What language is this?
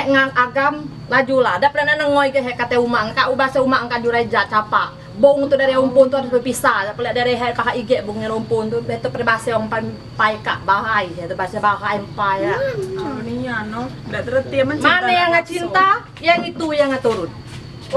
Musi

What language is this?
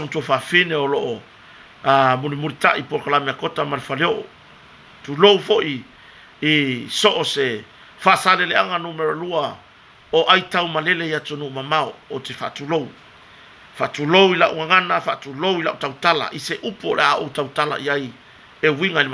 Samoan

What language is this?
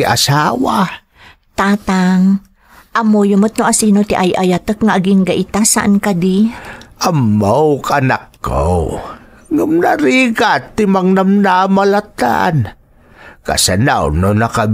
Iloko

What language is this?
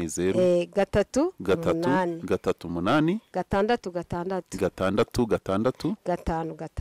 Kinyarwanda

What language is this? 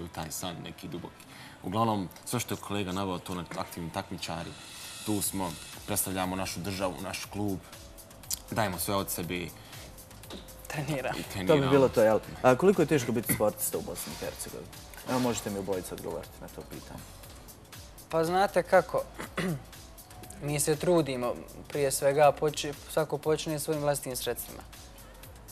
Bosnian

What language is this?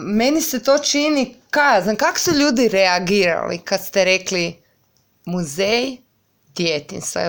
Croatian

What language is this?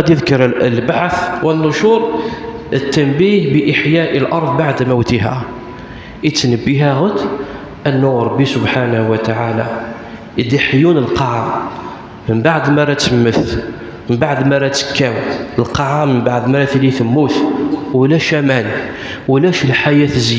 Kabyle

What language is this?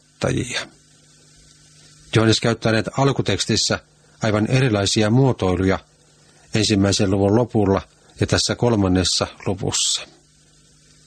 Finnish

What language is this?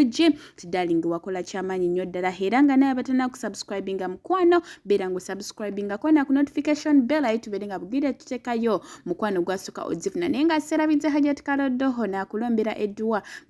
Ganda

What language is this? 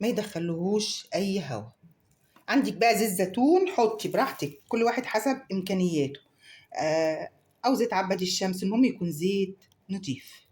Egyptian Arabic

